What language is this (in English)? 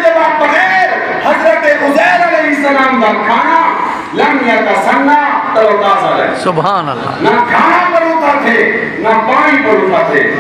Saraiki